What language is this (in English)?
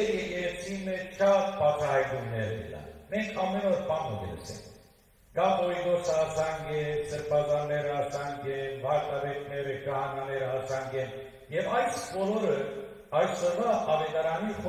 Western Armenian